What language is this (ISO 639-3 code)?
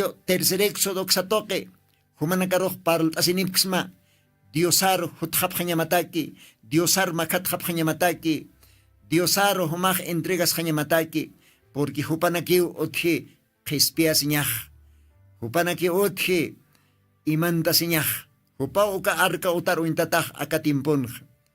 aym